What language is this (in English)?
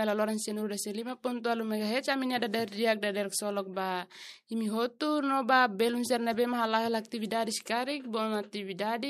Tetum